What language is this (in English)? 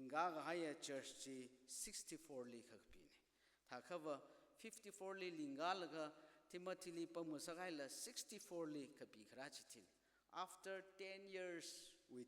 Tangkhul Naga (India)